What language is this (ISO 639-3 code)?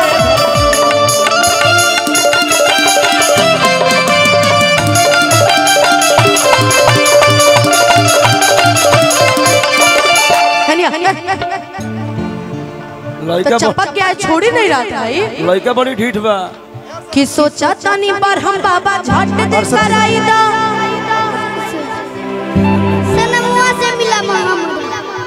bho